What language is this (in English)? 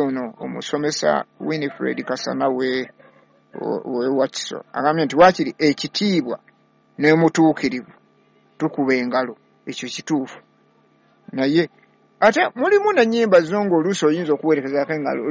Ganda